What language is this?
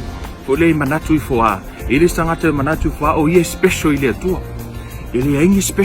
Samoan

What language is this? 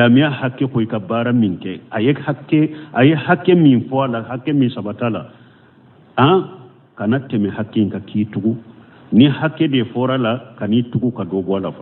Bambara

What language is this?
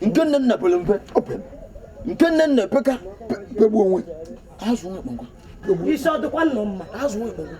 Igbo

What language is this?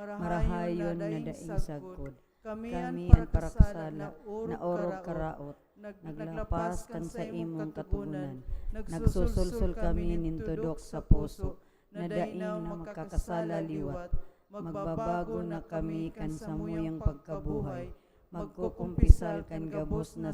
Bikol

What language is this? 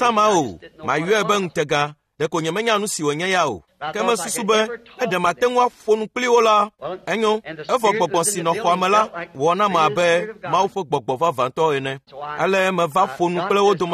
Ewe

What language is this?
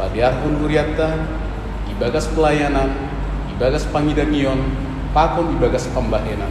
Batak Simalungun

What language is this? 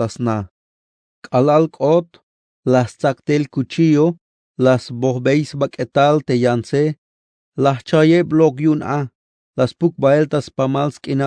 Tzeltal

